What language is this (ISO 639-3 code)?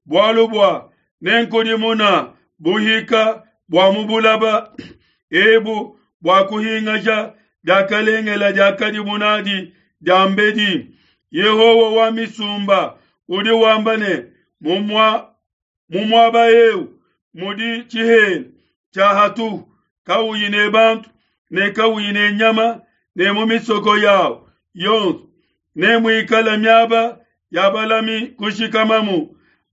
lua